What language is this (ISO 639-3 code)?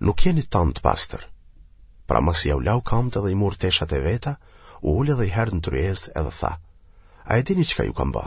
sqi